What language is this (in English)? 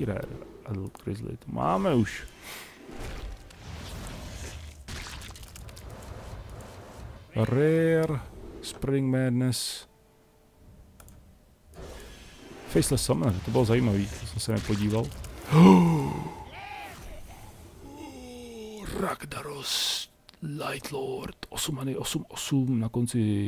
Czech